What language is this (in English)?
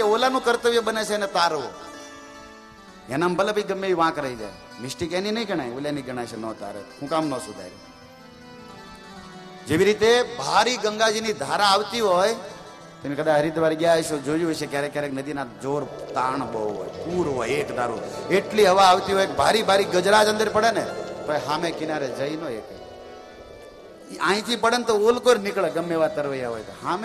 Gujarati